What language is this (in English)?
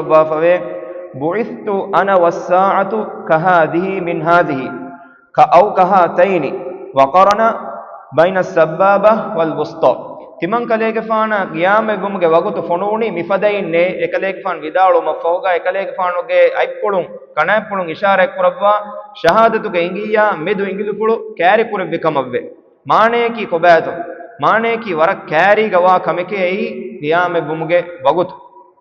Divehi